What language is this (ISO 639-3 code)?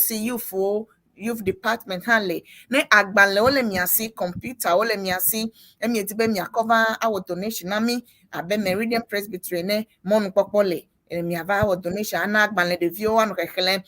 ewe